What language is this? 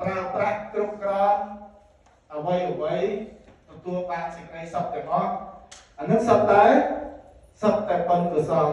Khmer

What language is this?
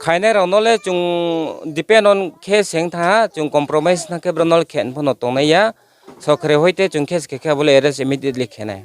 Riang (India)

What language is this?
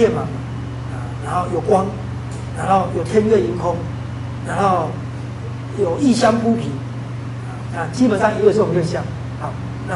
Chinese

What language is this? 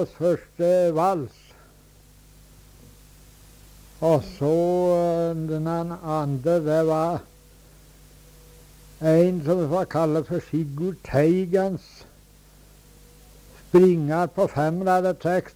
Norwegian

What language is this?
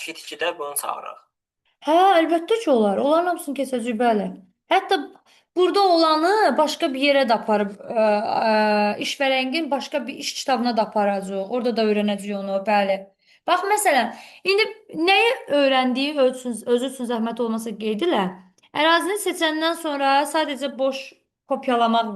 Azerbaijani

